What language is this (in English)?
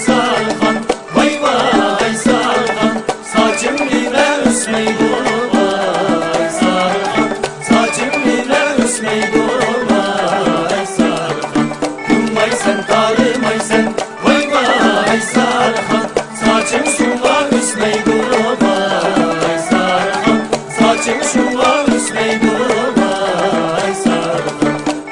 Uyghur